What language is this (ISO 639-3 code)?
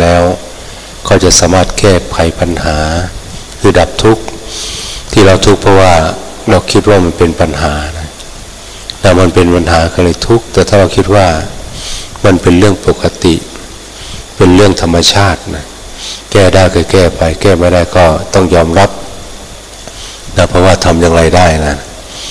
tha